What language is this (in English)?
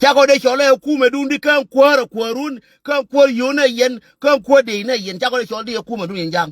Nuer